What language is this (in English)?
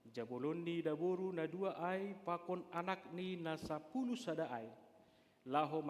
Batak Simalungun